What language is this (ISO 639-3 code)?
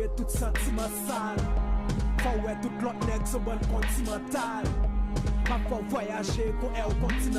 hat